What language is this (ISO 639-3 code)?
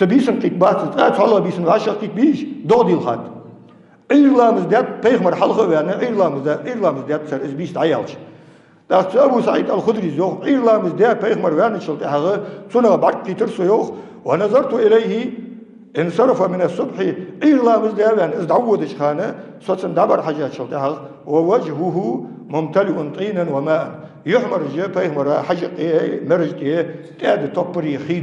inh